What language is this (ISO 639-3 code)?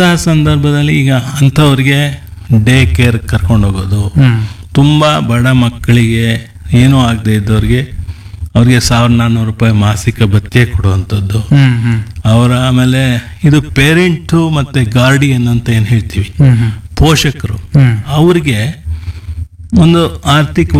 kan